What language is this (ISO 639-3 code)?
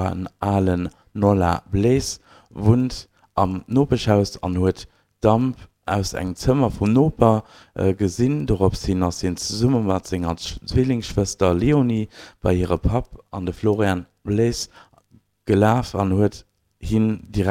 ltz